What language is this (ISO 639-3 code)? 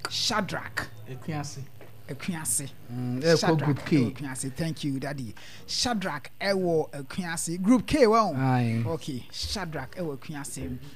aka